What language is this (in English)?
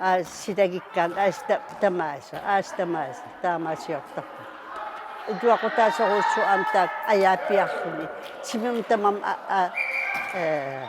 Kalaallisut